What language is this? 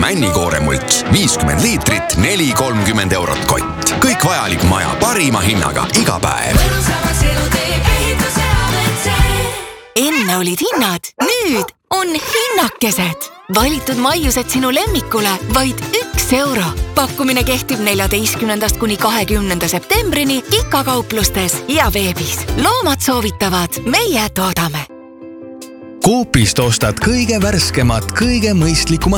Estonian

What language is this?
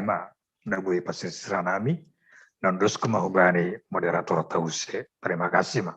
Batak Simalungun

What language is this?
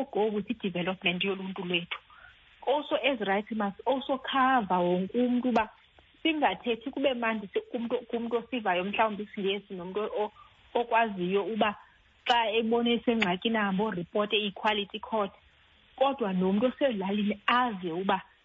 Xhosa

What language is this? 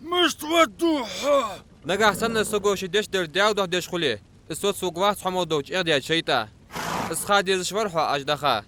Ingush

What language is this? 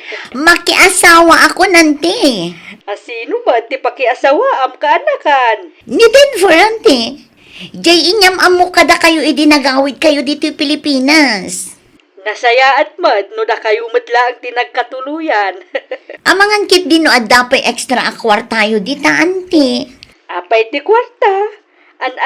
Iloko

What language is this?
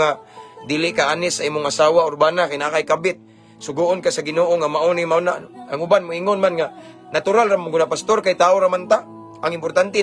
Cebuano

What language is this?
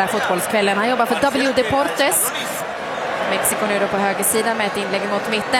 Swedish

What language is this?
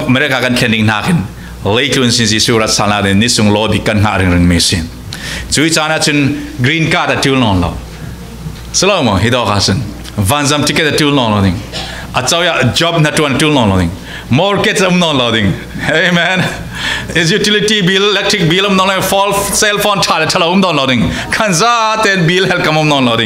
Falam Chin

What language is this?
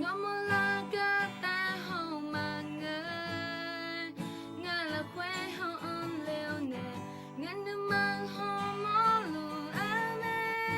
Akha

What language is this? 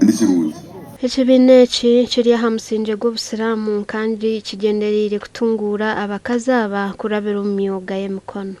Nyankole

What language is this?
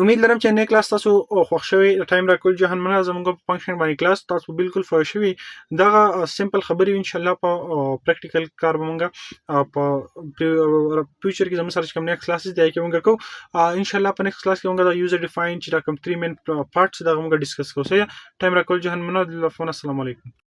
Pashto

